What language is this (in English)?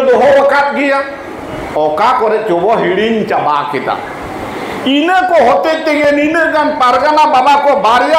Santali